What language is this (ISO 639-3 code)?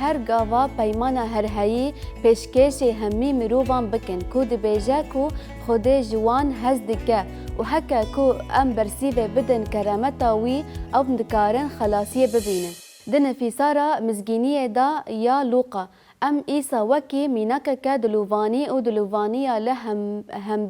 kur